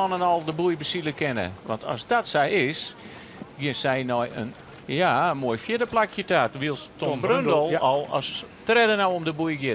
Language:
Western Frisian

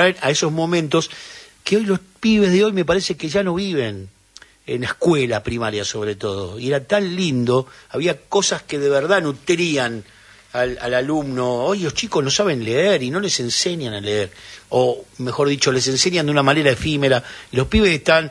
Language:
Spanish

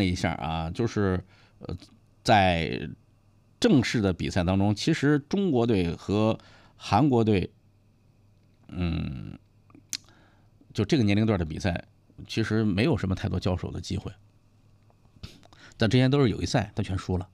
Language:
Chinese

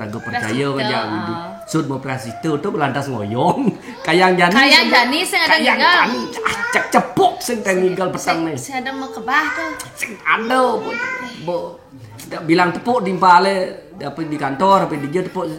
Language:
Balinese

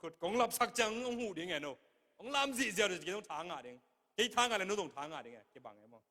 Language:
Tedim Chin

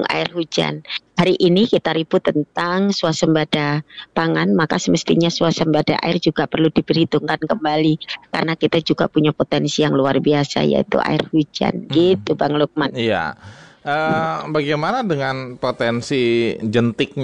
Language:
Indonesian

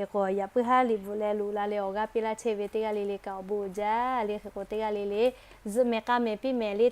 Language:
Lahu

